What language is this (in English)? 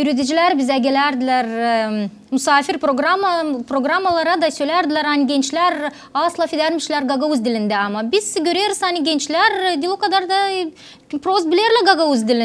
Gagauz